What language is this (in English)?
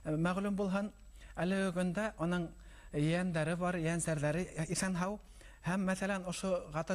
Bashkir